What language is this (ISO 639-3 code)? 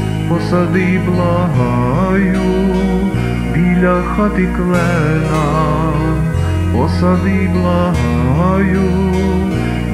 ukr